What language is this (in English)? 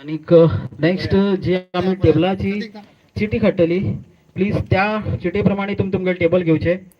Konkani